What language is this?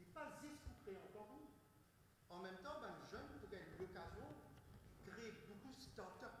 Morisyen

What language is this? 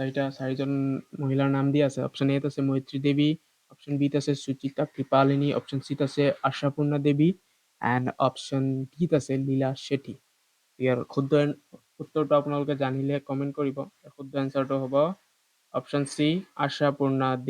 Assamese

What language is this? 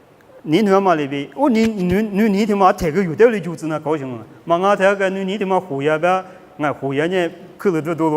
Lisu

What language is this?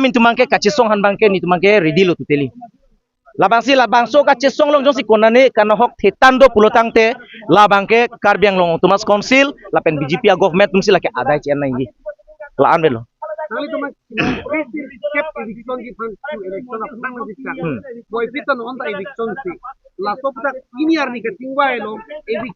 Karbi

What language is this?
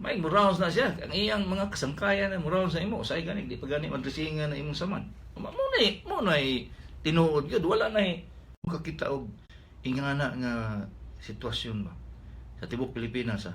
Cebuano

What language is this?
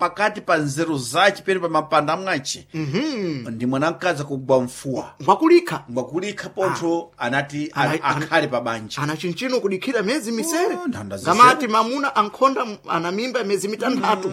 Sena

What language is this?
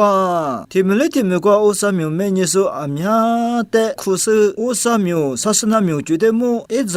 Lisu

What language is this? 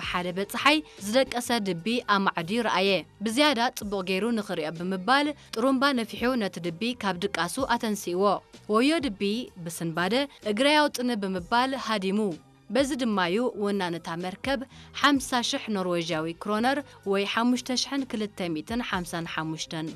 Tigrinya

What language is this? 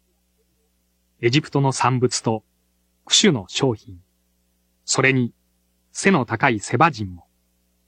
Japanese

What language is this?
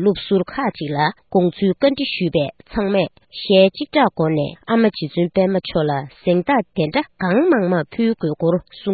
Tibetan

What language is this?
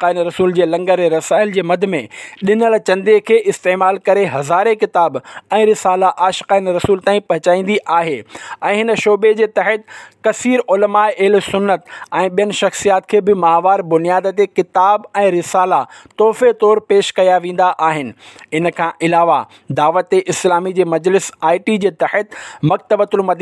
Sindhi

